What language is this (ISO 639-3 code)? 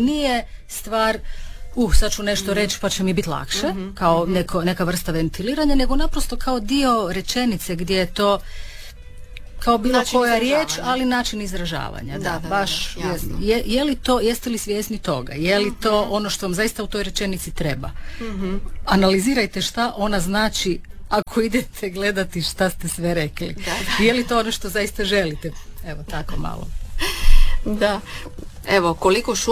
hrv